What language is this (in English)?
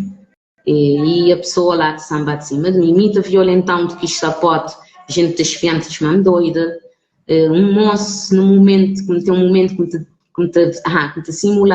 Kabuverdianu